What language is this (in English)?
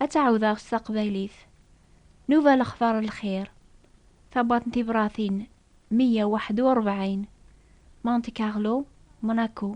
Kabyle